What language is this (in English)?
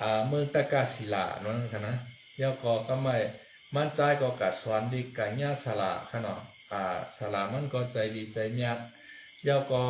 Shan